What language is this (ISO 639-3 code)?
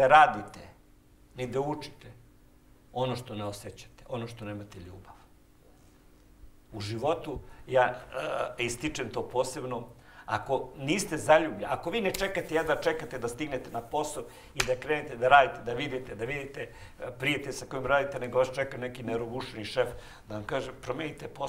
srp